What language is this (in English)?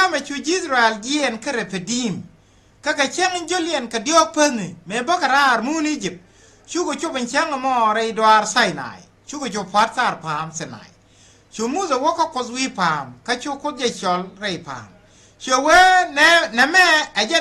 Nuer